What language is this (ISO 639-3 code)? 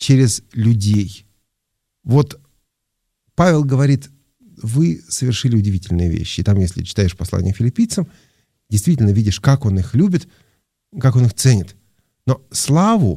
rus